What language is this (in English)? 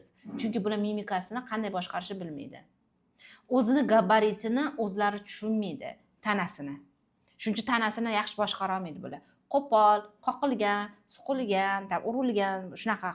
Uzbek